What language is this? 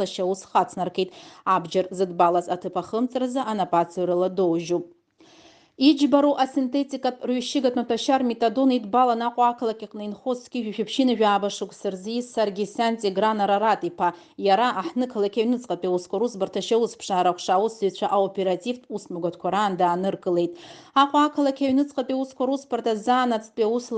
Abkhazian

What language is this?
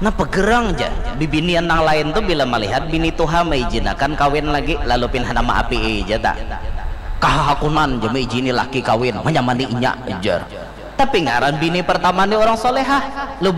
Banjar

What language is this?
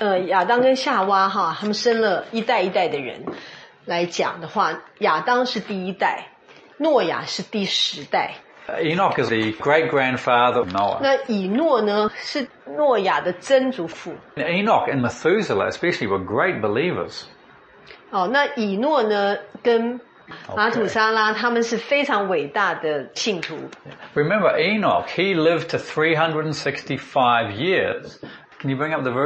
Chinese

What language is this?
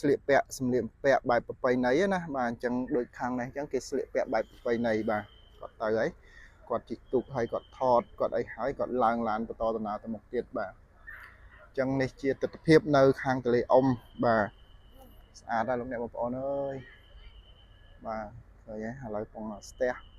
Khmer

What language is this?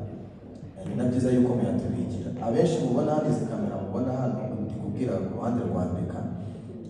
Kinyarwanda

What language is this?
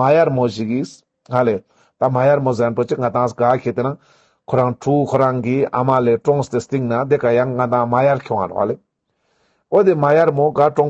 Ladakhi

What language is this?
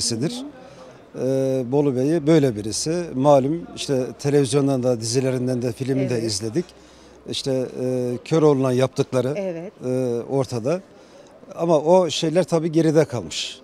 Turkish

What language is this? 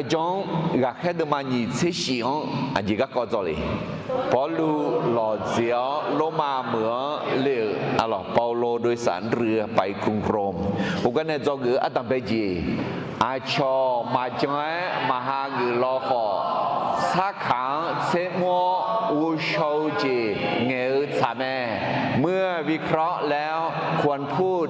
Akha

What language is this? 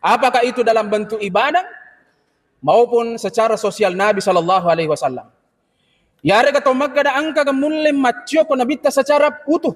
Buginese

